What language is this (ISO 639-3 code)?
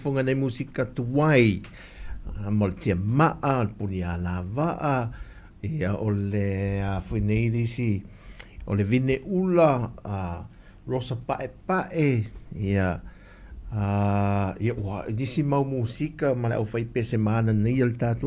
smo